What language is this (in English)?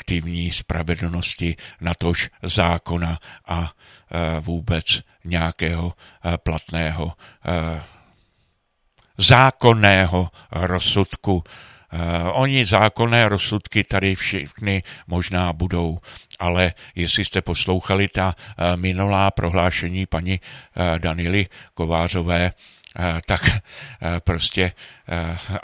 Czech